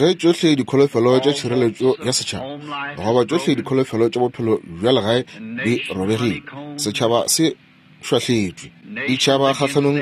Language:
Northern Sotho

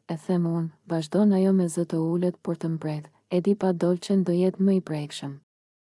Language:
Albanian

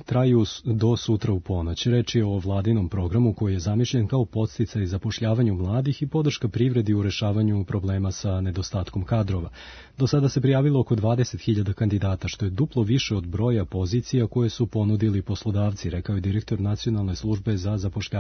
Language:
Serbian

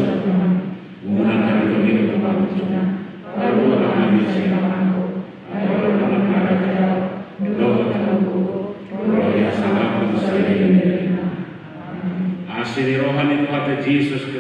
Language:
Batak Toba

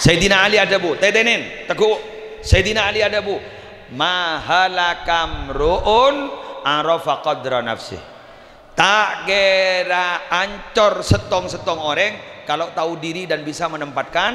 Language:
Madurese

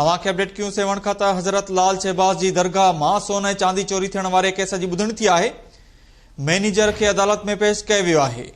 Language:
Sindhi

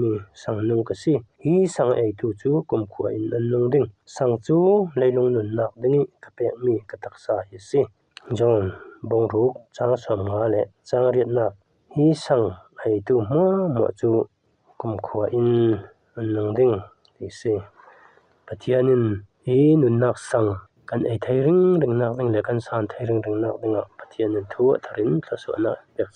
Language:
Falam Chin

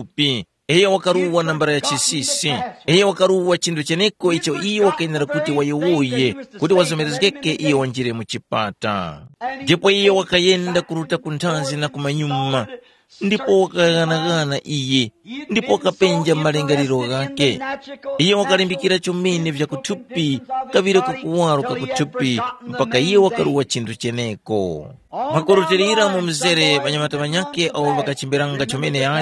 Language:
Tumbuka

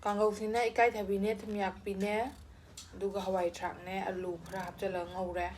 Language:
Manipuri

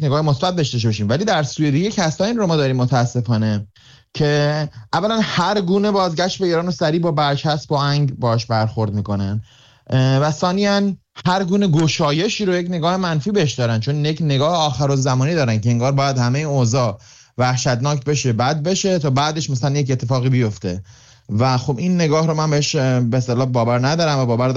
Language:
Persian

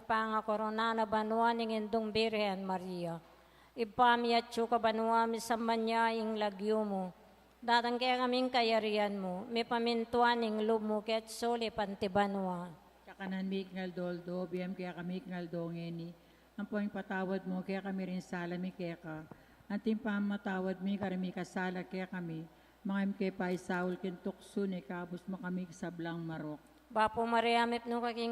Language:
Pampanga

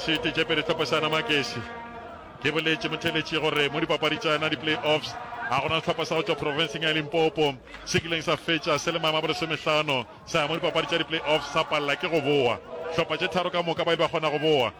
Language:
Northern Sotho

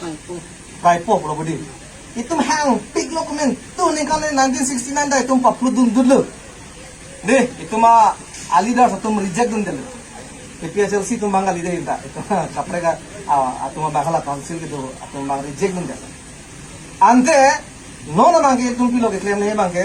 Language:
Karbi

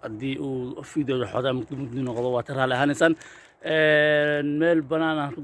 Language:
Somali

